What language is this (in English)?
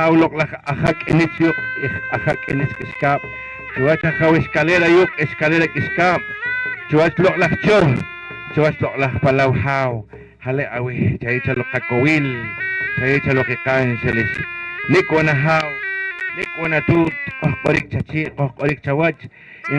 Poqomchi'